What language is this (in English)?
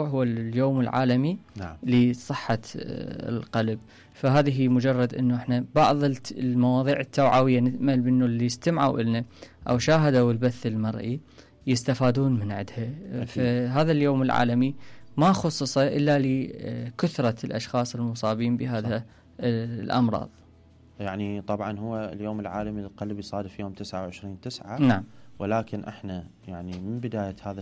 Mesopotamian Arabic